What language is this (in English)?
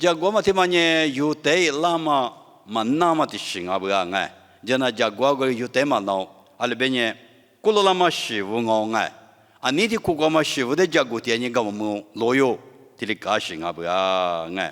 Lisu